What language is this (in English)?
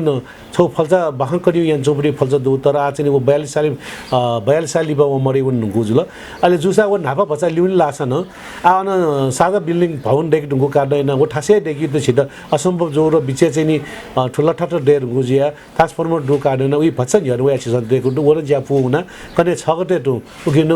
Newari